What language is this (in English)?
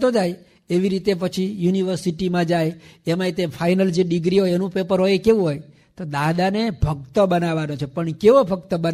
Gujarati